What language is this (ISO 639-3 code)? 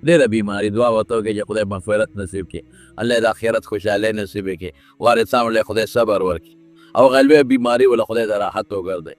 pus